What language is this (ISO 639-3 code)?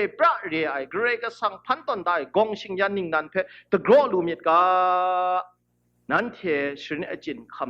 kac